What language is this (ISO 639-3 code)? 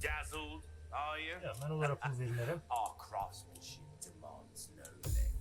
azb